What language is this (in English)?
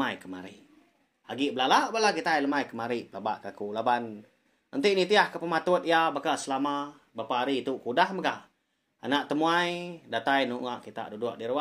Iban